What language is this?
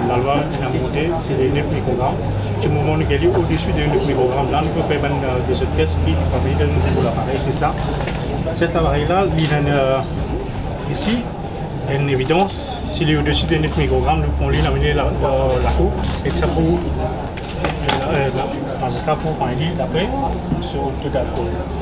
Morisyen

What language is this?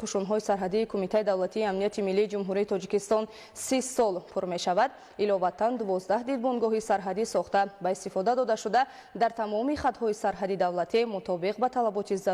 Tajik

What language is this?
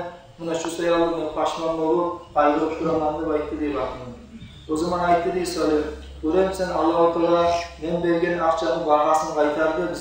Kumyk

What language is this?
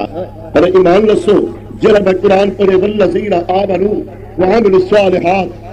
Saraiki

